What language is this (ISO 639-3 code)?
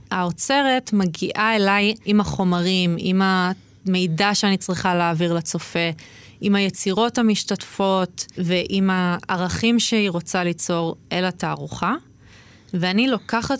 heb